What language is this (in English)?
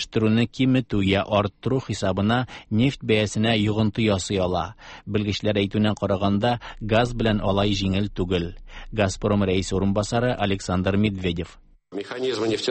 Tatar